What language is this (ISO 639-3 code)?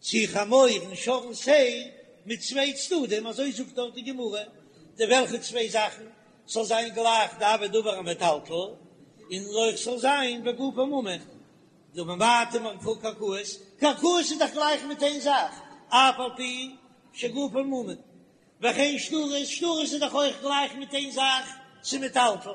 yid